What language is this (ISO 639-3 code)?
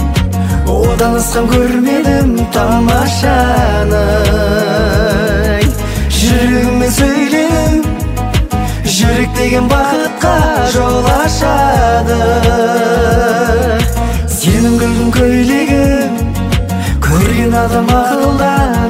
kaz